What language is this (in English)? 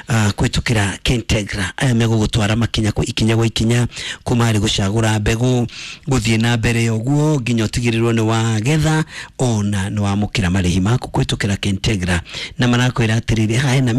Kikuyu